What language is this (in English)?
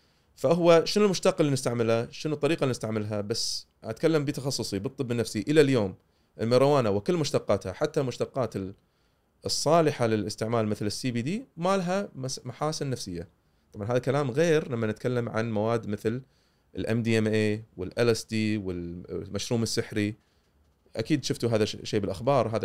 Gulf Arabic